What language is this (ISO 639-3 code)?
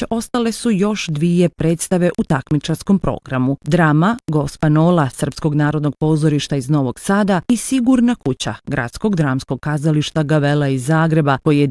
bos